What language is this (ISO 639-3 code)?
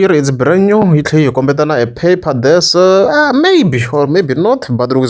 tso